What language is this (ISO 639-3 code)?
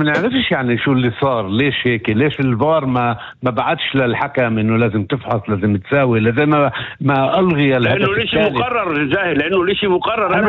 apc